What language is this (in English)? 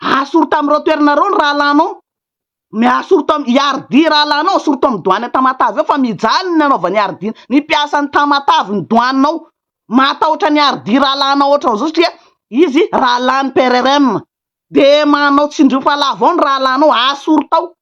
Malagasy